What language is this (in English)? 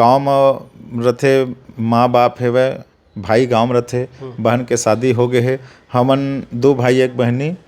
Chhattisgarhi